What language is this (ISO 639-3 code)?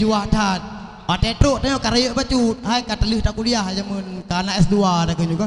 ace